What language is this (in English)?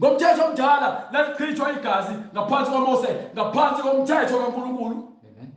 Zulu